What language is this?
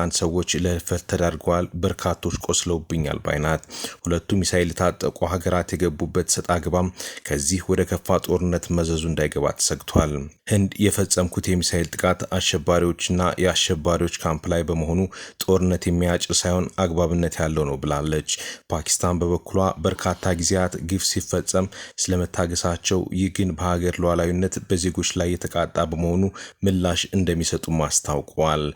Amharic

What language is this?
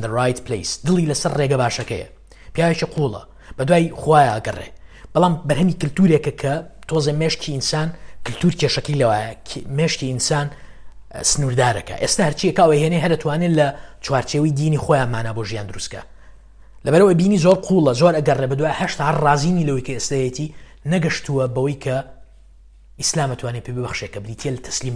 Central Kurdish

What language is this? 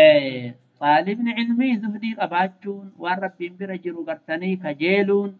Oromo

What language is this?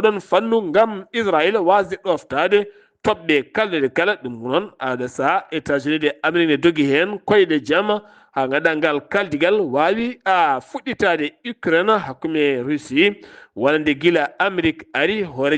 Fula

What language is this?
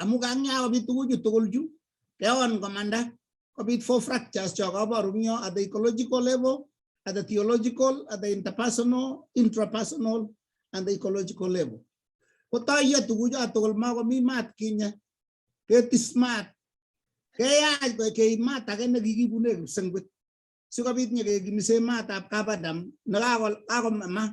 Kalenjin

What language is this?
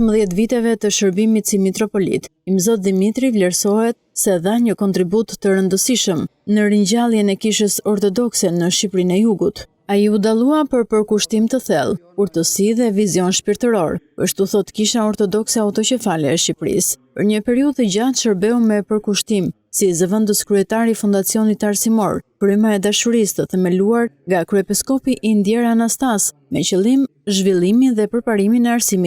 Albanian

